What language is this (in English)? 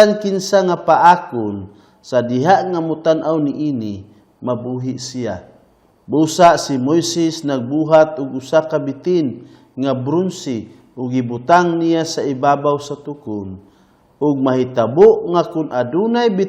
Cebuano